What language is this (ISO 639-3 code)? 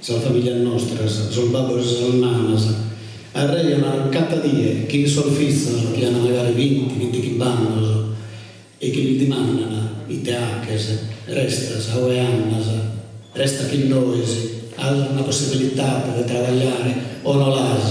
srd